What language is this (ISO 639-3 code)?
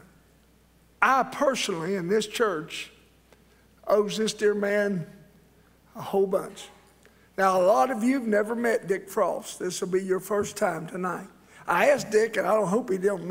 eng